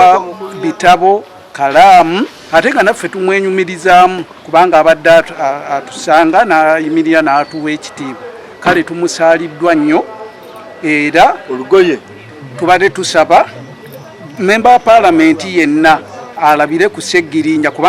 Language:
Ganda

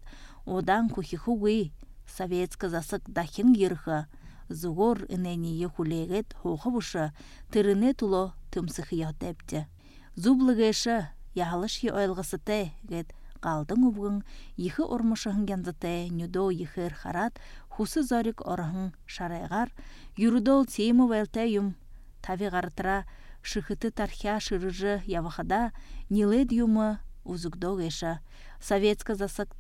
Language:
Buriat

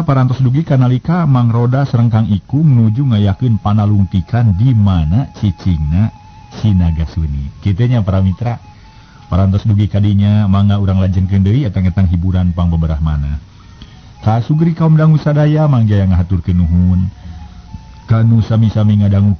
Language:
Sundanese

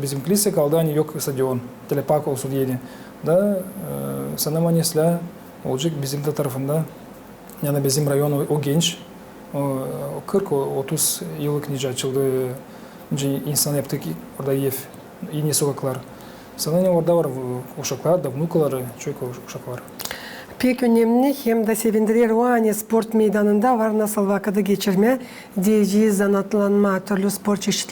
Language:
Gagauz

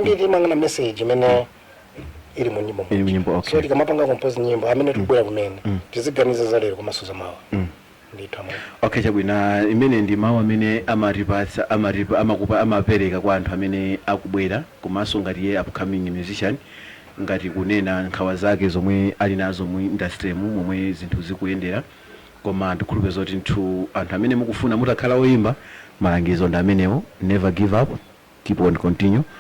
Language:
Nyanja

